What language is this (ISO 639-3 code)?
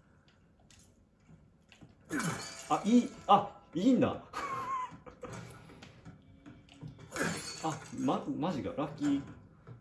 jpn